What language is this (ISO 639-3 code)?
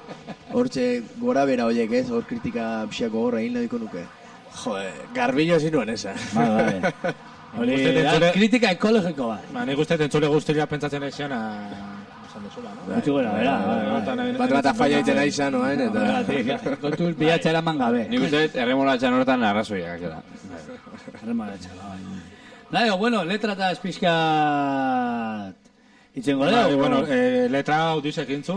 eus